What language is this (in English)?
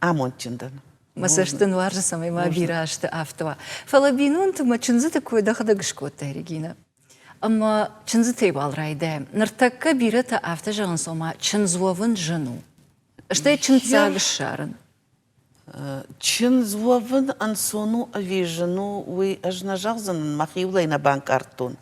Ossetic